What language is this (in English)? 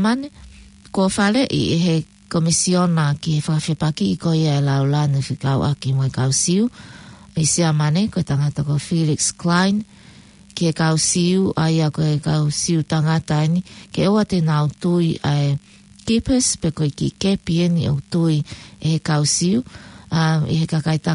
Tongan